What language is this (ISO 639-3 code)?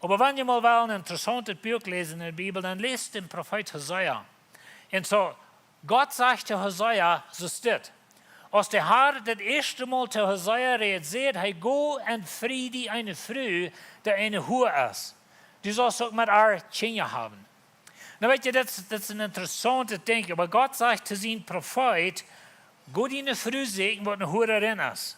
pdt